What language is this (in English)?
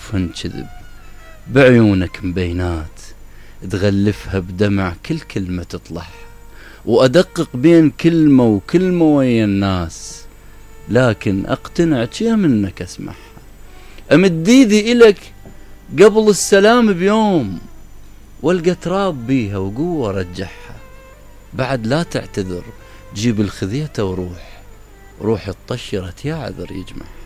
Mesopotamian Arabic